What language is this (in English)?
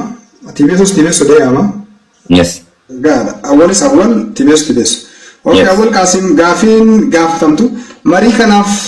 Oromo